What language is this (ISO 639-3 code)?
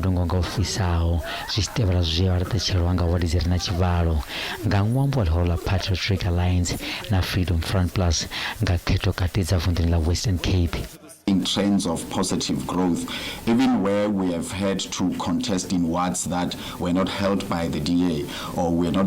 ven